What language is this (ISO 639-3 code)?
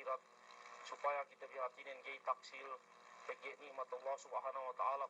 yka